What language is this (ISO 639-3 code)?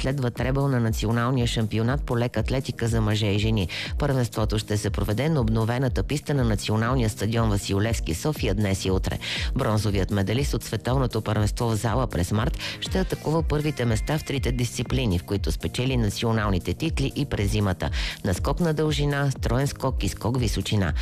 bul